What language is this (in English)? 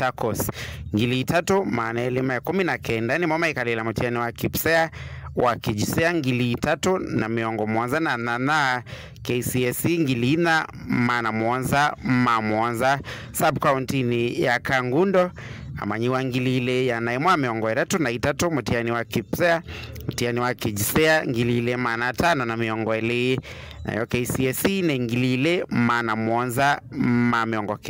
Kamba